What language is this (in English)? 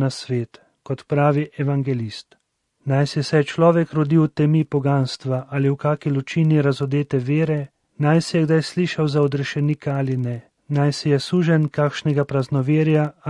Slovenian